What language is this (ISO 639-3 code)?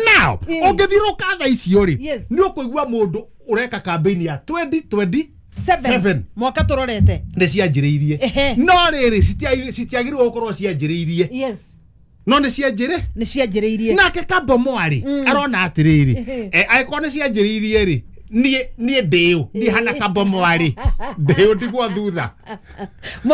kik